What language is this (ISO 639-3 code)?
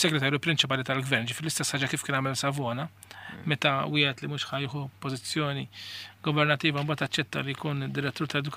mlt